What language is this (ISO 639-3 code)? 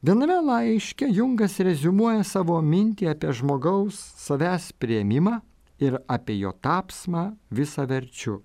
lit